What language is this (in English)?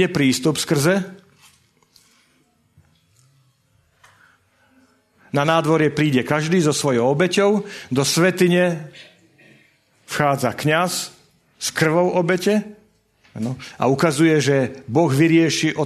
Slovak